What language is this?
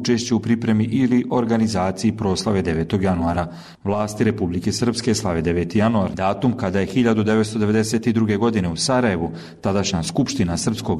Bosnian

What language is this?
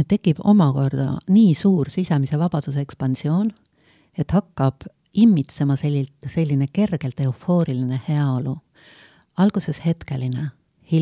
Estonian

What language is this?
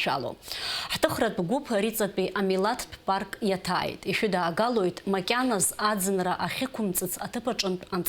Abkhazian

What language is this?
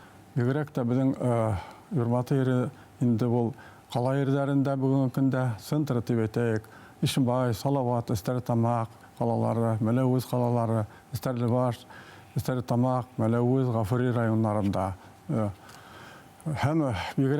Bashkir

